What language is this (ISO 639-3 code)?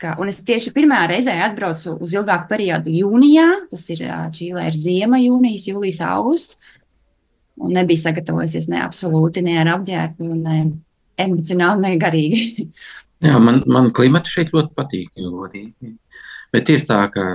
lav